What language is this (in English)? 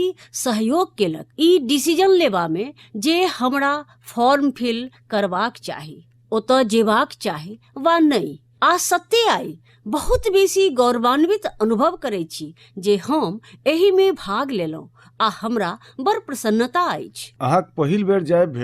Maithili